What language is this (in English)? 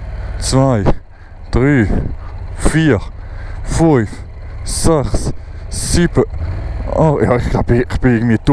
Swiss German